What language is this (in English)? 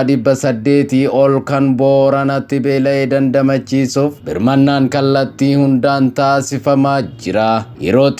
Oromo